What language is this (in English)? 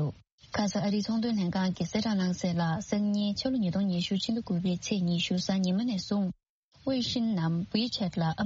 Tibetan